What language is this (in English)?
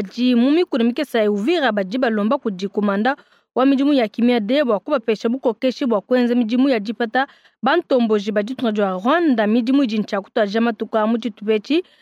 Luba-Lulua